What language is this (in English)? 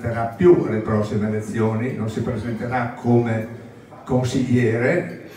Italian